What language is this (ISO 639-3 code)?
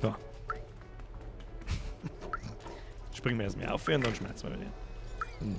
bar